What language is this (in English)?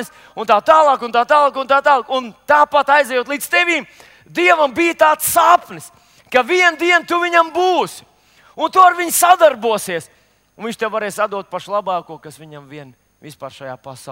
Latvian